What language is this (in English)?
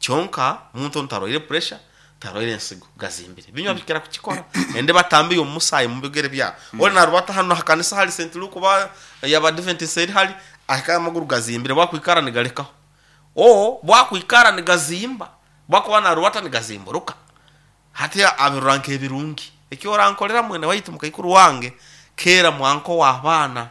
Nyankole